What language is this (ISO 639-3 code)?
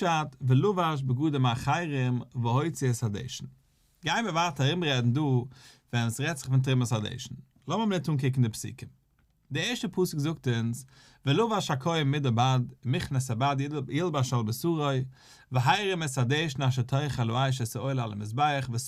yid